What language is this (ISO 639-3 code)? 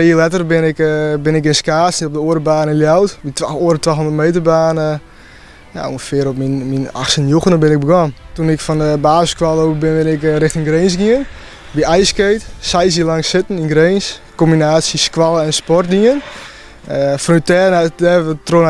fry